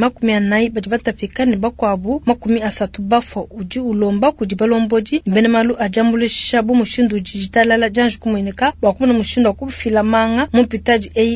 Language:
Luba-Lulua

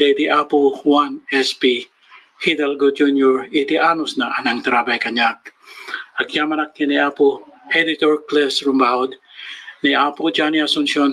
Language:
Iloko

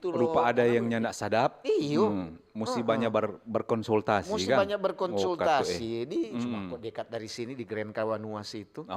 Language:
Manado Malay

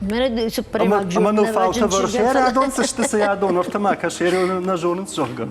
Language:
Ossetic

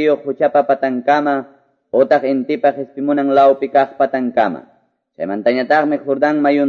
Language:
Quechua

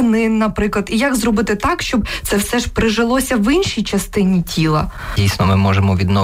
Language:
Ukrainian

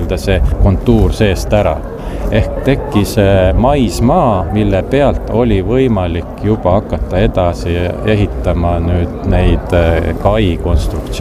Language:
Estonian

